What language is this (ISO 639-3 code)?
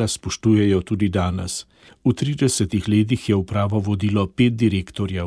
slv